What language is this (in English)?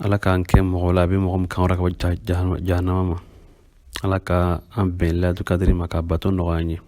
Bambara